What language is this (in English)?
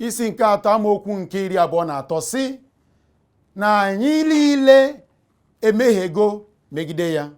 Igbo